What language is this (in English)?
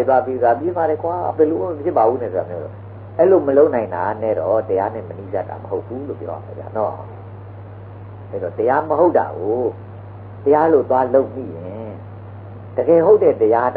Burmese